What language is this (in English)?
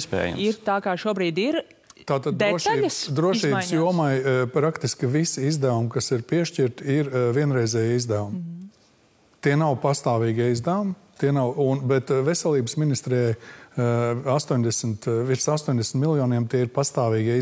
Latvian